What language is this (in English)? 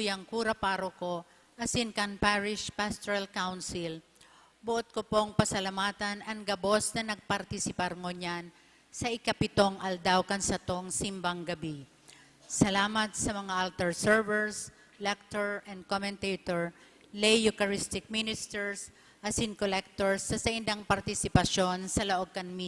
Bikol